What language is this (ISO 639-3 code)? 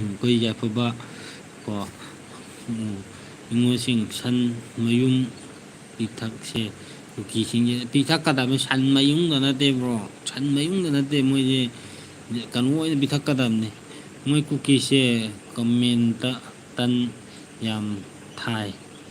mni